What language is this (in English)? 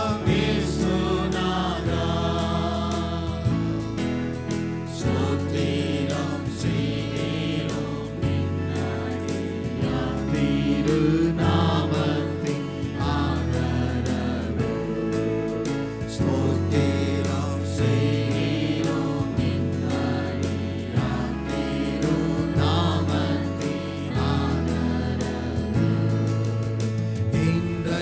Tamil